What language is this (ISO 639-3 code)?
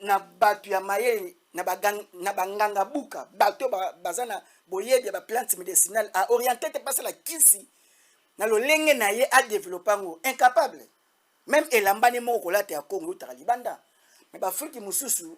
lin